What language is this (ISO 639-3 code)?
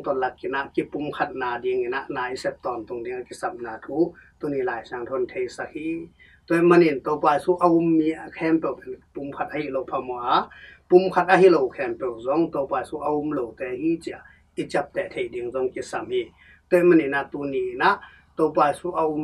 ctd